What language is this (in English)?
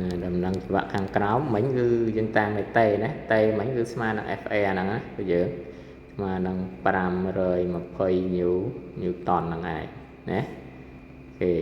Khmer